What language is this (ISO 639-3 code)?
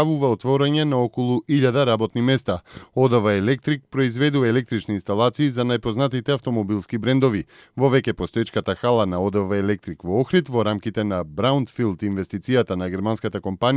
mkd